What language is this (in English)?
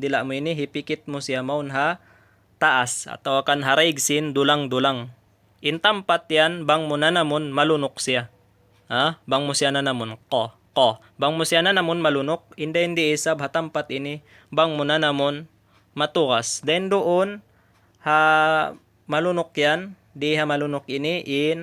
Tausug